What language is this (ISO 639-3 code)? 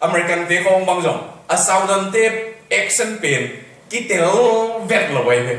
ctd